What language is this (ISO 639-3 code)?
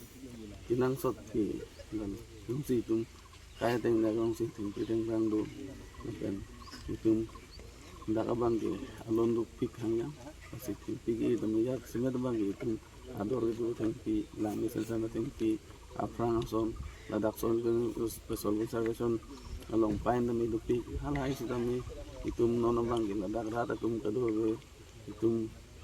mjw